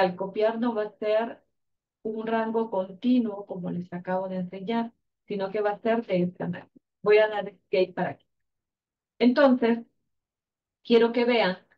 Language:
Spanish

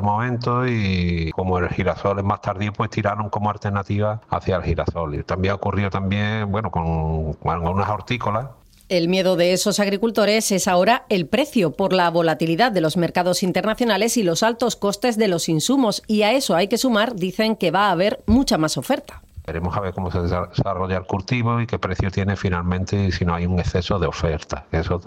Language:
Spanish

